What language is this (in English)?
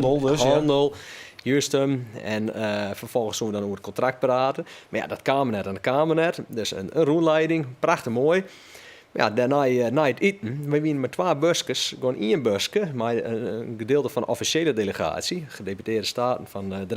Western Frisian